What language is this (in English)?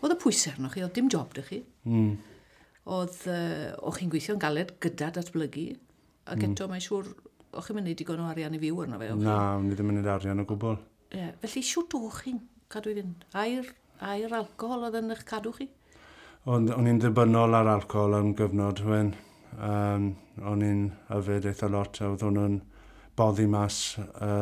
Welsh